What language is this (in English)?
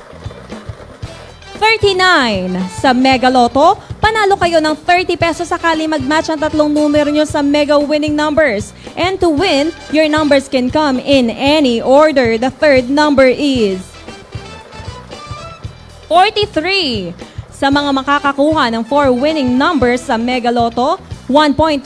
Filipino